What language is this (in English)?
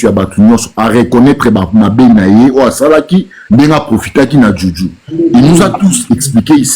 Lingala